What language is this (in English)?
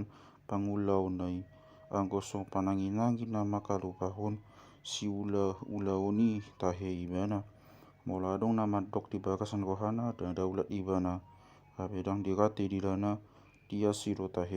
Batak Toba